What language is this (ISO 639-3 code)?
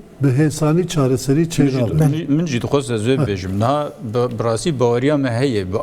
kur